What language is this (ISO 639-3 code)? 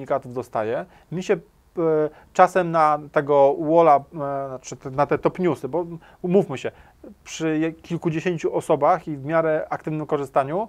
pol